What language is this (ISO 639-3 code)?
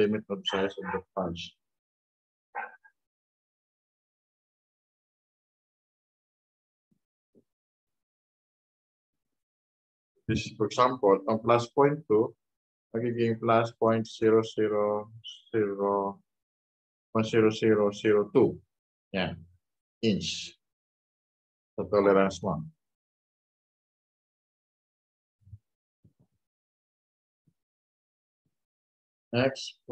fil